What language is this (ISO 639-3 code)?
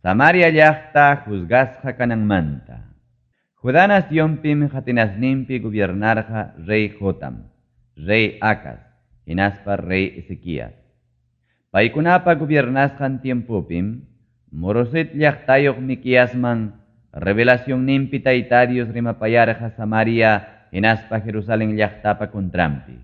quy